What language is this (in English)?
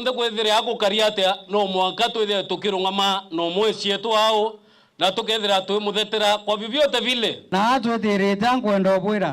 Meru